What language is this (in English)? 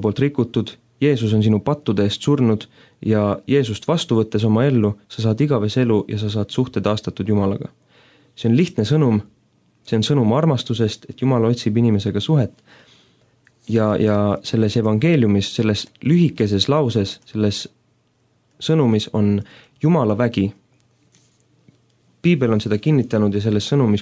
Estonian